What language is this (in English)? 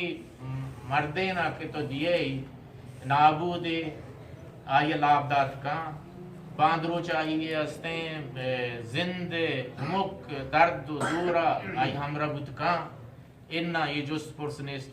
Eastern Balochi